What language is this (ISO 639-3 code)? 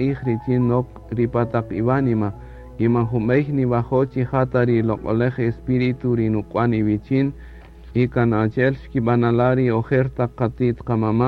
cak